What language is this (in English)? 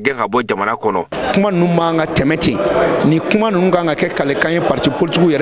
Bambara